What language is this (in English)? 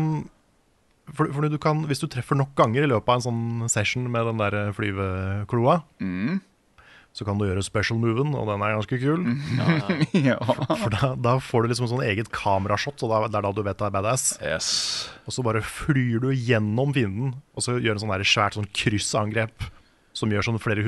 Norwegian